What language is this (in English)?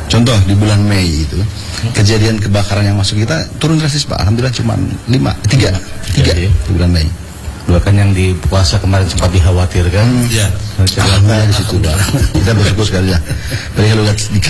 Indonesian